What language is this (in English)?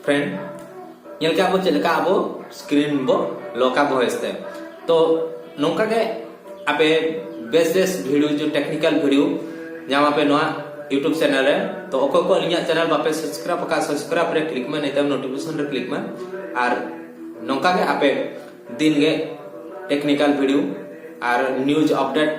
Santali